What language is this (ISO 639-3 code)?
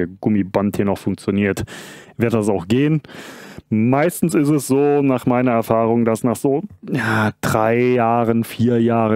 deu